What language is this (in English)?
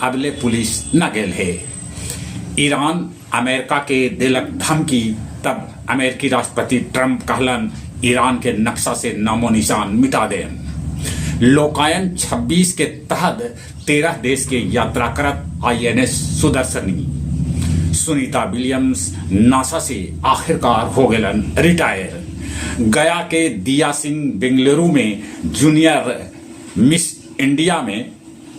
Magahi